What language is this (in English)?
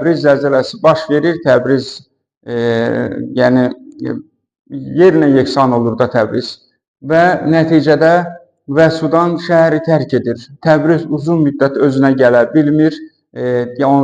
Azerbaijani